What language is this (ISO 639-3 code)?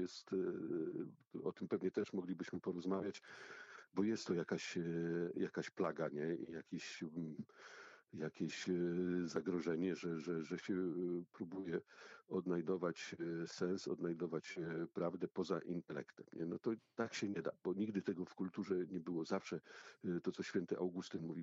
pol